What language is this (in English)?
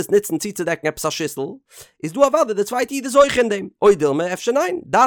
Yiddish